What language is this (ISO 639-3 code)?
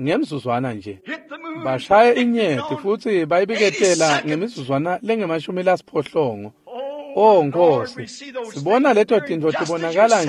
ssw